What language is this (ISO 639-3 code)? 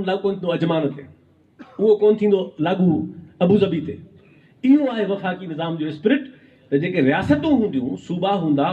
snd